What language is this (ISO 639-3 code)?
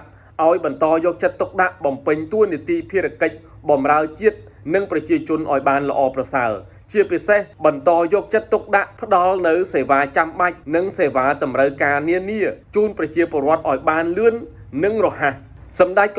khm